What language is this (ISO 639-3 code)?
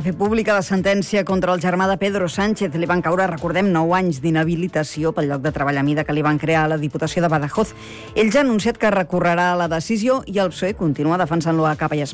cat